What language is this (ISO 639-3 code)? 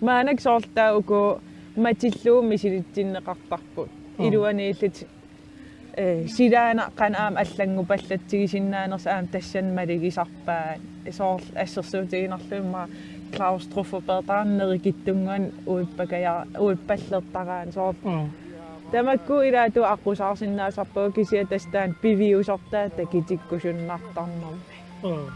kal